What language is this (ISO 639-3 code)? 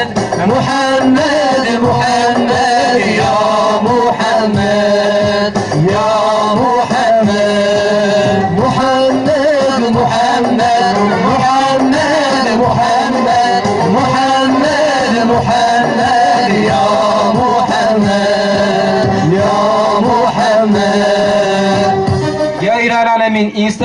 kur